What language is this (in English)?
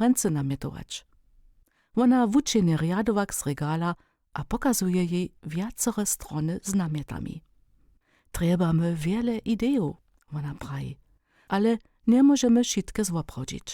Upper Sorbian